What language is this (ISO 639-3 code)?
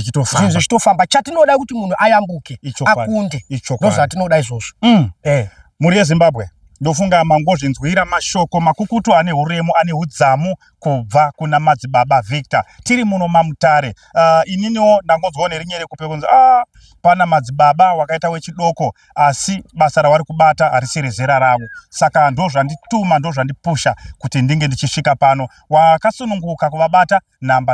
sna